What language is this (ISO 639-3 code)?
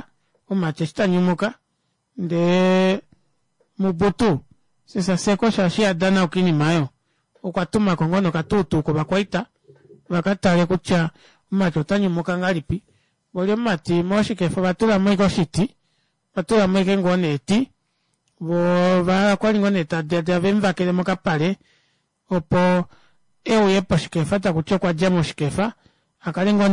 kua